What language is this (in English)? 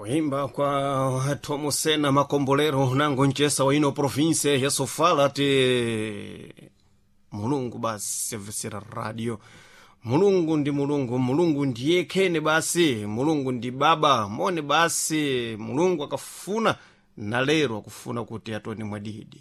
Sena